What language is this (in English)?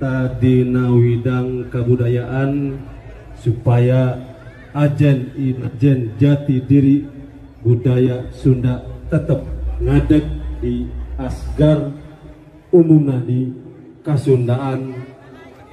Sundanese